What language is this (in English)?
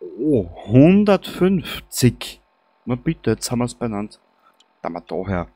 Bavarian